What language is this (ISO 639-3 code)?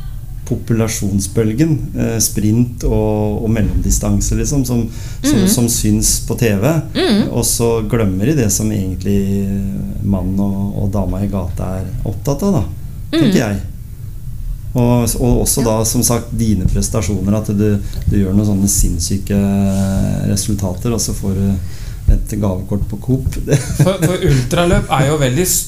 nor